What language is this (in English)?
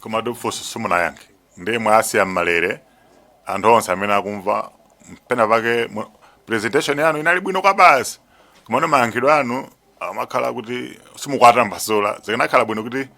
Nyanja